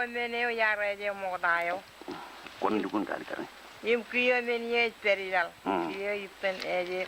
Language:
Marshallese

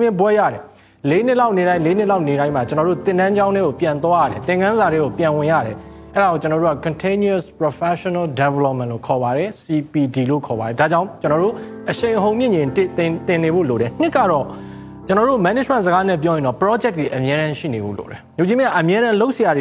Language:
Burmese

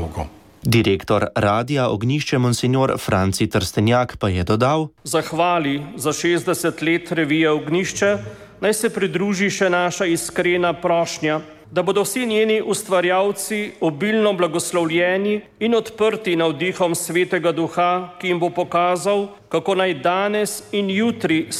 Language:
Slovenian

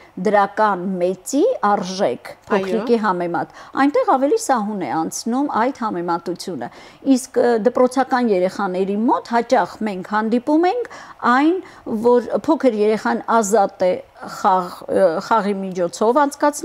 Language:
Armenian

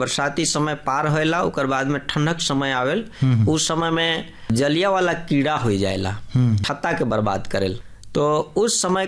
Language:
Bhojpuri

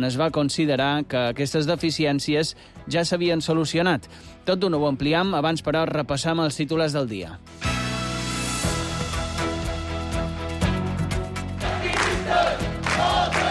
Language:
Catalan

